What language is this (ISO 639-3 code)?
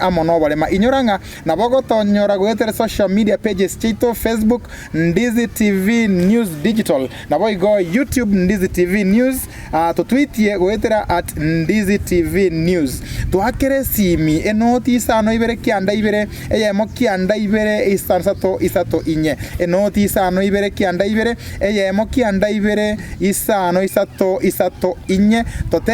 guz